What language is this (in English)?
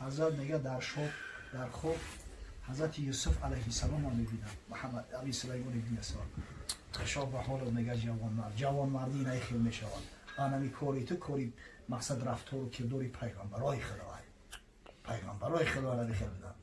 Tajik